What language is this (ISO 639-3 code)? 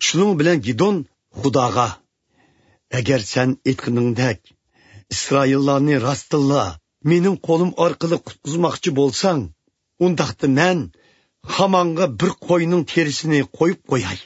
uig